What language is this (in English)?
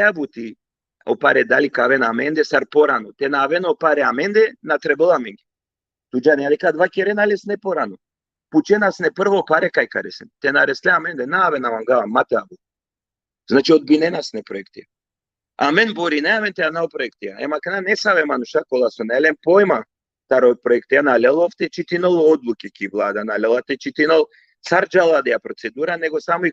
Balkan Romani